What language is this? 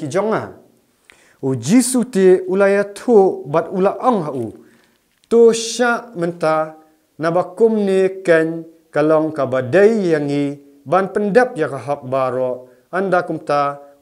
Khasi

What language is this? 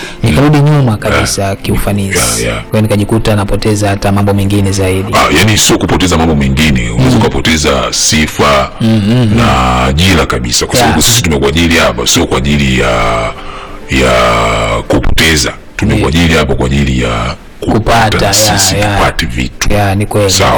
Swahili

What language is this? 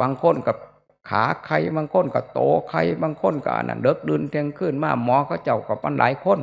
Northeastern Thai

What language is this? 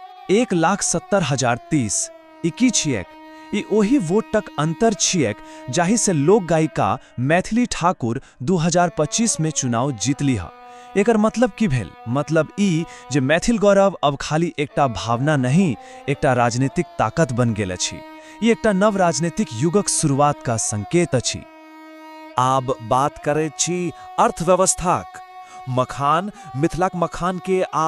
Maithili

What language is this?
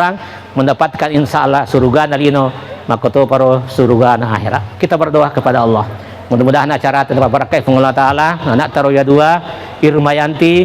Buginese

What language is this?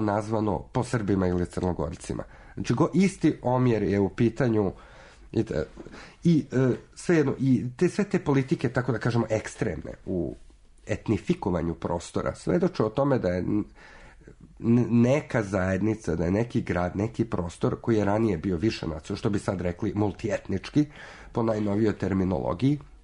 Serbian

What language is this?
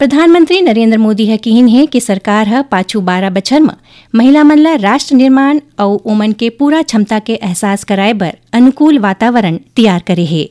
Chhattisgarhi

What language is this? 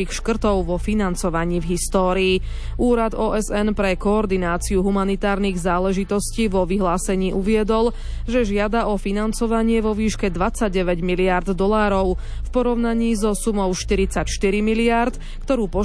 Slovak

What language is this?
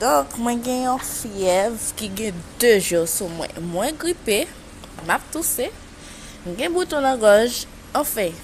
Haitian Creole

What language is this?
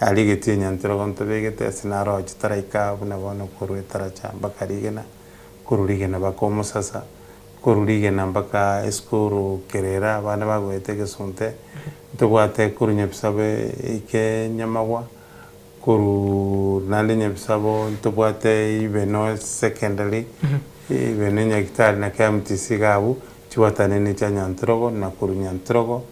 Gusii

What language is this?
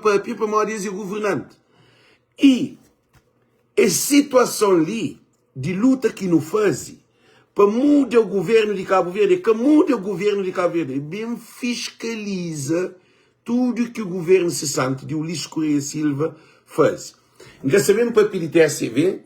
Kabuverdianu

